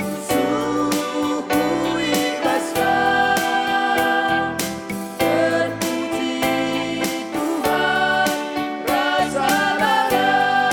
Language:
Batak Karo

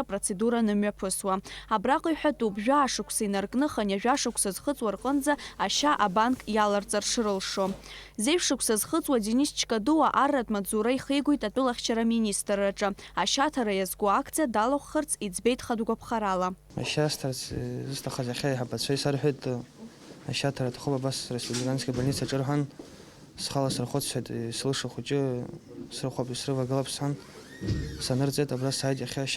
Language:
Abkhazian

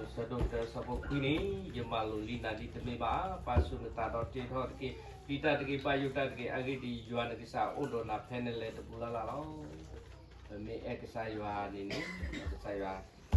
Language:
S'gaw Karen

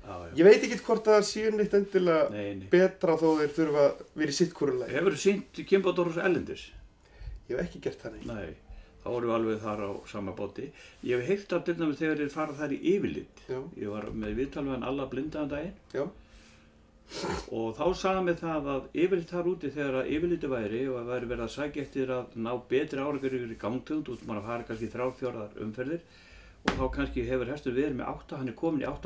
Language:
Icelandic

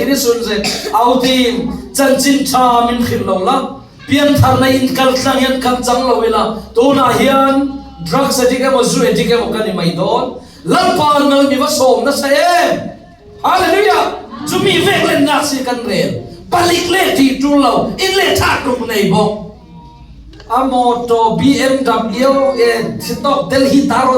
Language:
Falam Chin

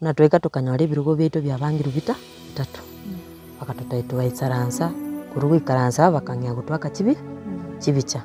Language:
Gusii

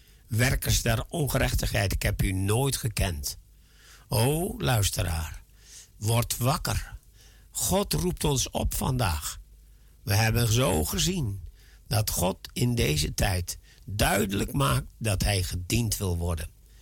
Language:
Dutch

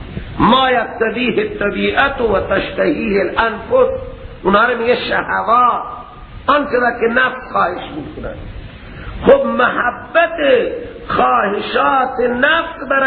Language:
Persian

